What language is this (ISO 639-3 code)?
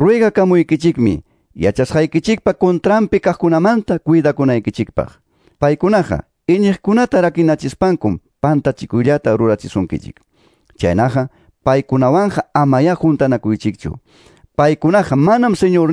que